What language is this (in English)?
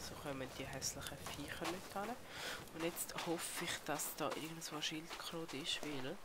Swiss German